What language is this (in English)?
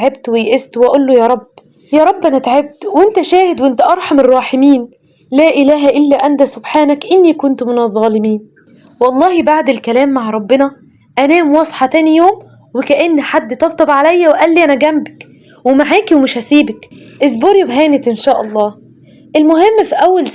Egyptian Arabic